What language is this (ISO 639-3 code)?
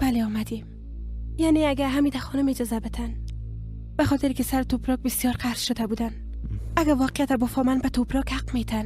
fas